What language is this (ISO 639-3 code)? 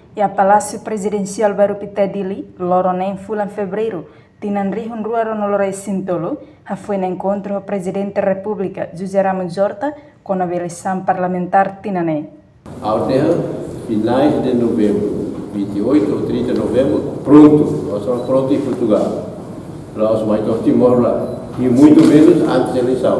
tet